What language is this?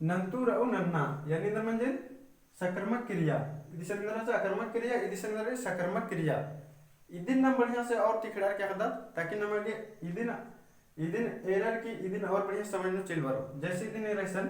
Kurukh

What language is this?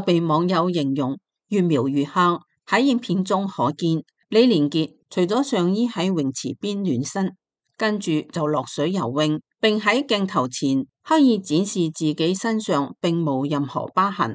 Cantonese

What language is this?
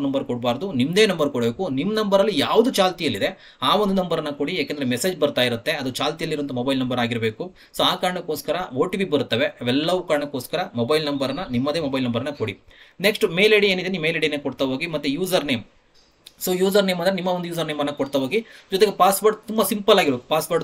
Kannada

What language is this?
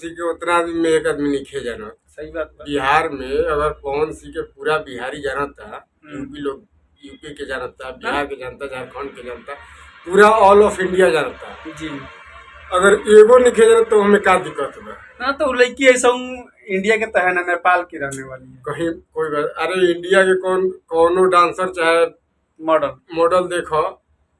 Bhojpuri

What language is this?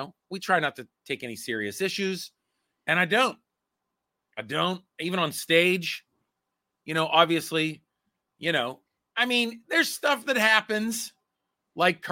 English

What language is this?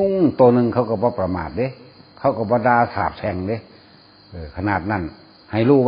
Northeastern Thai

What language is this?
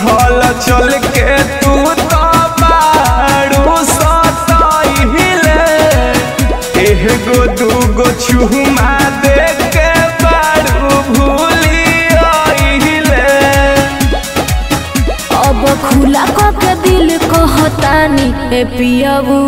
Bhojpuri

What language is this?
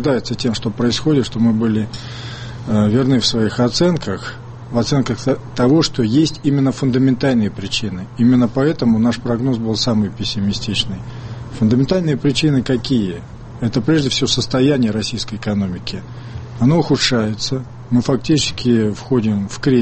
Russian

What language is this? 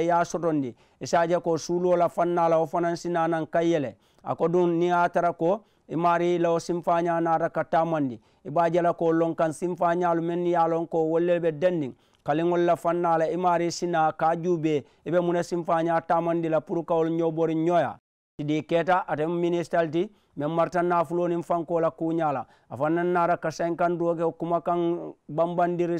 Mandingo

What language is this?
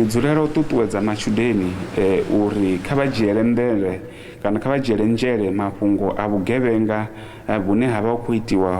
Venda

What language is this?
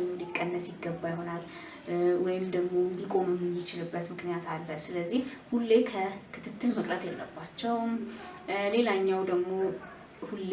Amharic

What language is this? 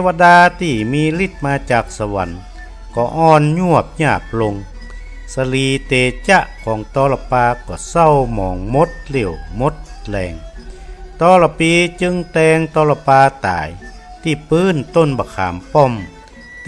Northern Thai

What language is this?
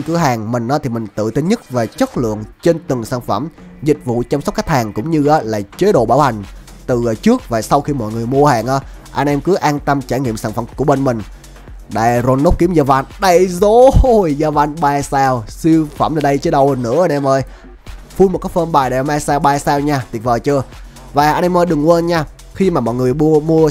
Vietnamese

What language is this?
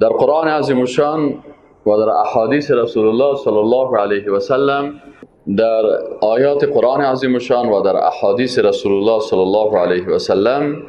Persian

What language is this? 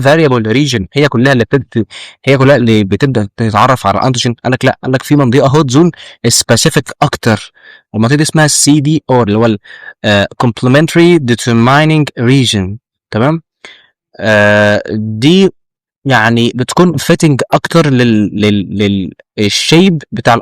Egyptian Arabic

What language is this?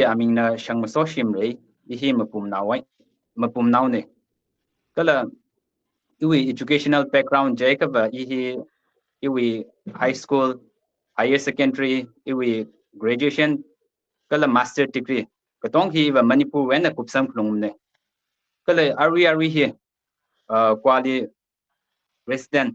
Tangkhul Naga (India)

